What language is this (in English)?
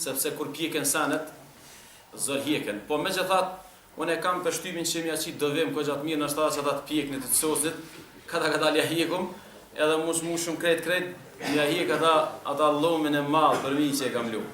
Albanian